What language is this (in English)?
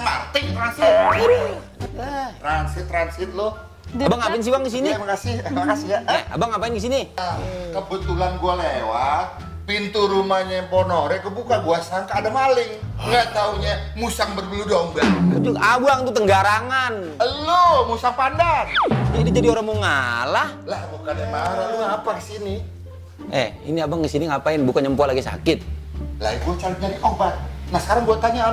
Betawi